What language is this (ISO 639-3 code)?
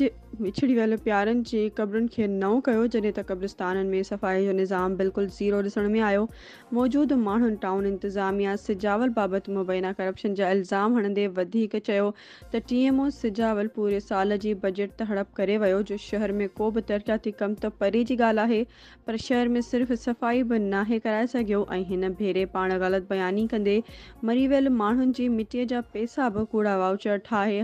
snd